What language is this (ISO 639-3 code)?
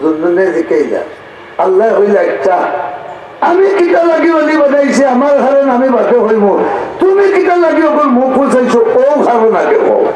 syl